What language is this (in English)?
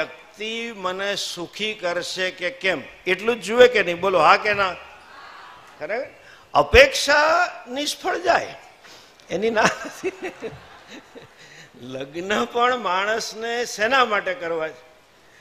Gujarati